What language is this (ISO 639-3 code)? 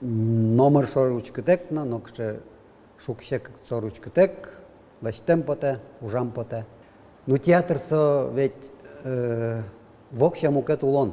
udm